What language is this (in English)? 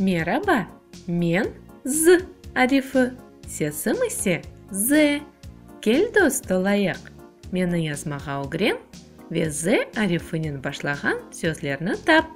Crimean Tatar